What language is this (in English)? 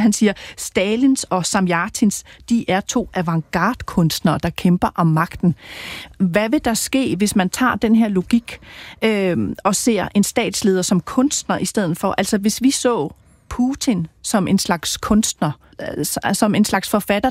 Danish